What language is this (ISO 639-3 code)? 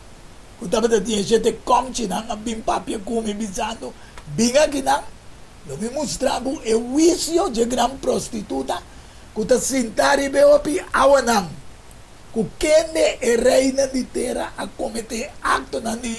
pap